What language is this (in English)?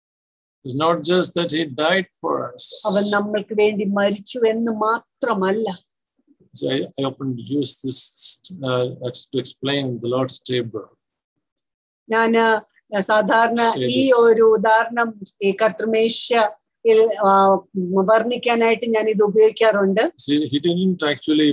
Malayalam